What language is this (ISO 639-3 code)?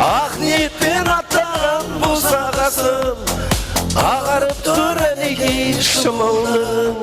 kaa